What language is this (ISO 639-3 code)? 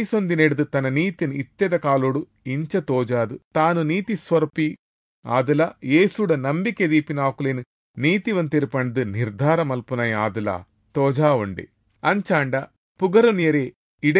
tcy